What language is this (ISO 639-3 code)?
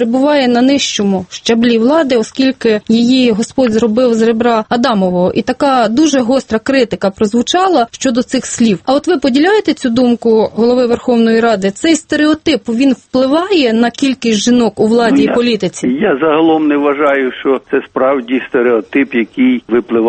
ukr